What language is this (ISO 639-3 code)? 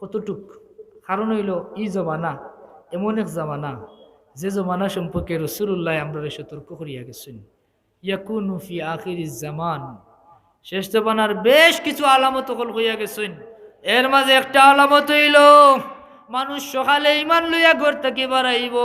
syl